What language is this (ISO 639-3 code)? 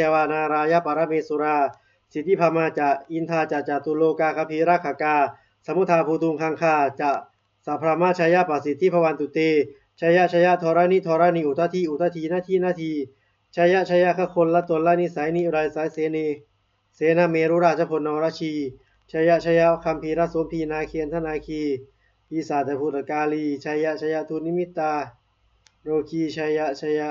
pli